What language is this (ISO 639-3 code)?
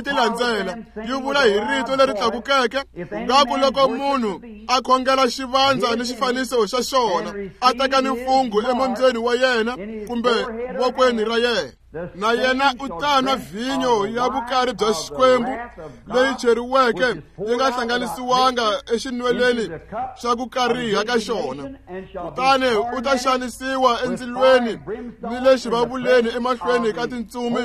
tso